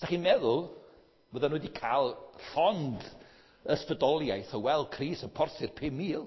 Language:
Welsh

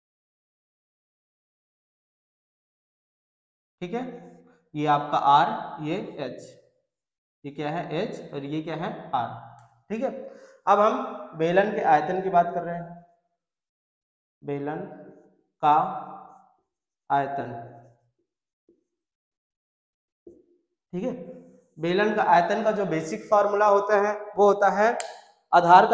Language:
Hindi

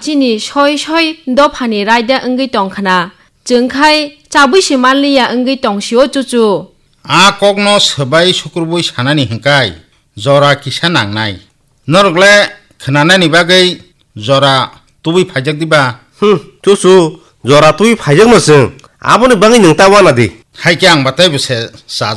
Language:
Kok Borok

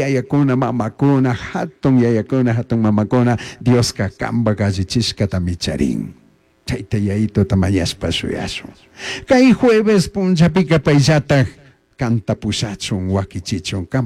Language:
Chimborazo Highland Quichua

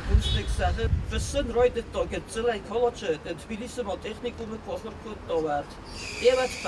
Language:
Ossetic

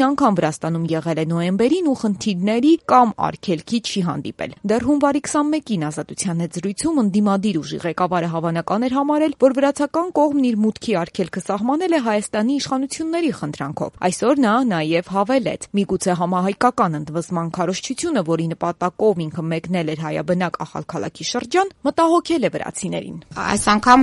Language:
Armenian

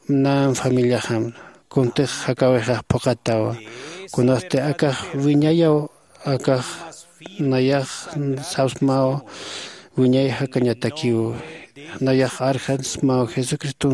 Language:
Aymara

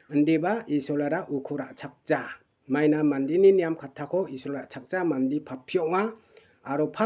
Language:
Garo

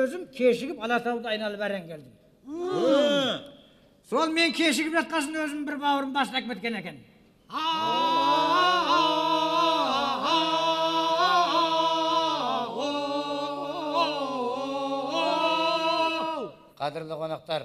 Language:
Kazakh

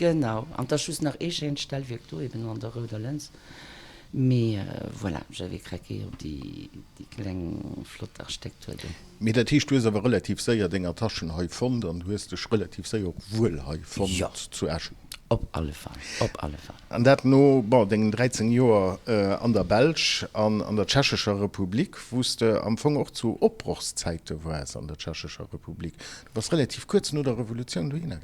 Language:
Luxembourgish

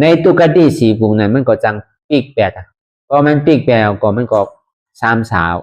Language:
Shan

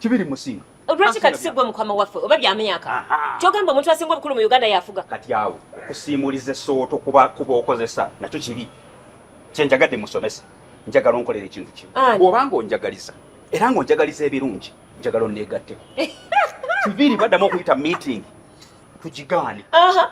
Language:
Ganda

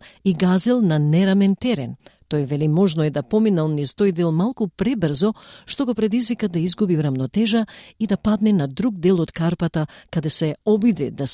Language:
Macedonian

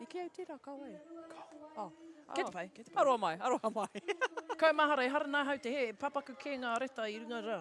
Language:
Māori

